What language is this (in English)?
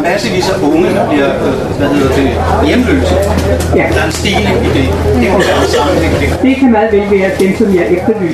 Danish